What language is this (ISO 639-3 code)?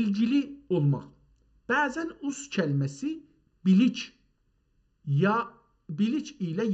azb